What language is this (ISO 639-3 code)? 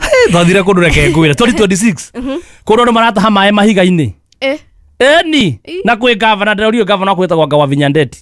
kik